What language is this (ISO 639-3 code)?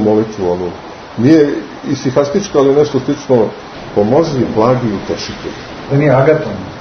srp